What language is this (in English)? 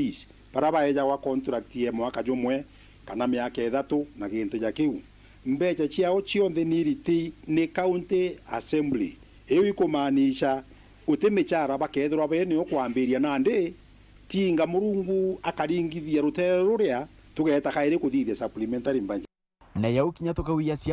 Meru